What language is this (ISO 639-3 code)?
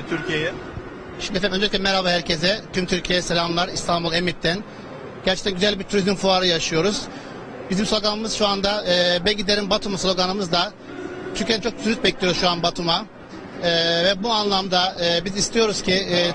tur